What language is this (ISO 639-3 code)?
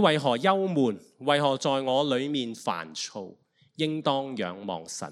yue